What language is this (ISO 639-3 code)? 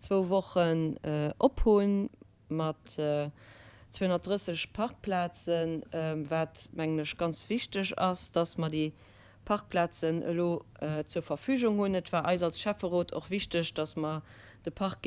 ltz